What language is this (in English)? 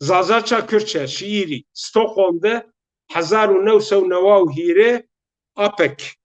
Zaza